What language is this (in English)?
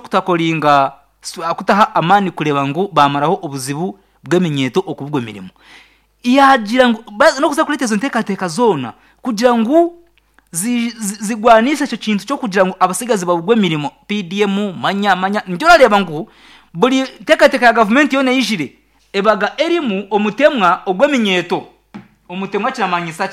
Nyankole